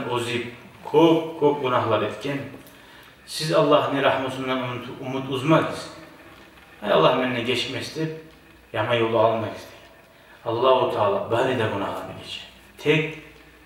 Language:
Kumyk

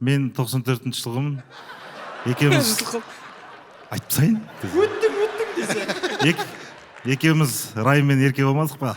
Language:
Kazakh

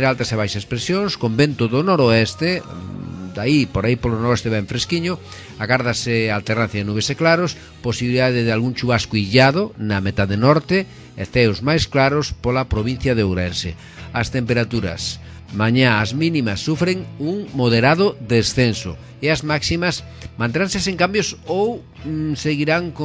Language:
Galician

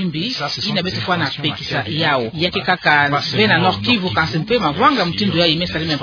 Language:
Kituba (Democratic Republic of Congo)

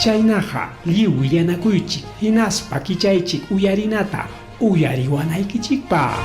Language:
Ayacucho Quechua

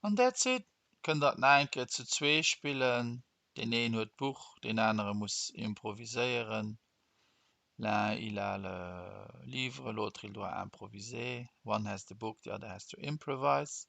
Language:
Luxembourgish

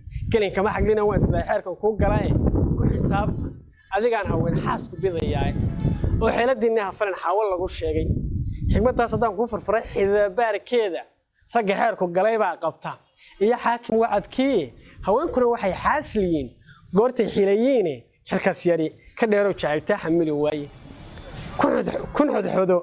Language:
Somali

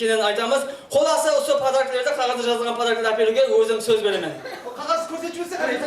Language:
Kara-Kalpak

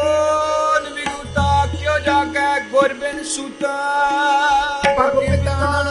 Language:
Punjabi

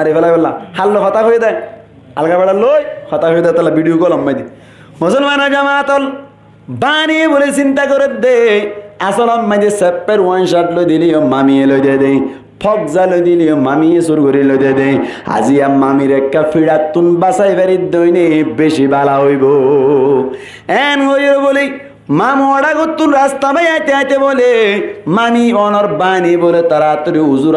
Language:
Rohingya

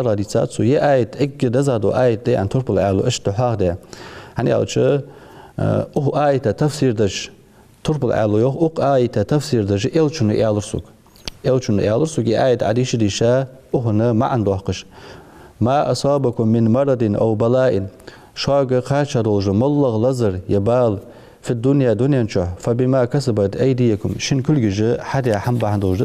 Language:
Ingush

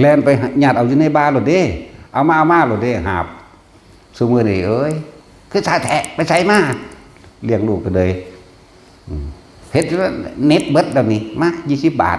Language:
Northeastern Thai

